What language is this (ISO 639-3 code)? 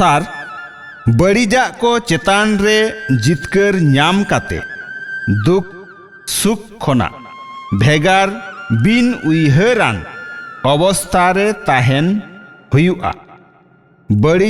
sat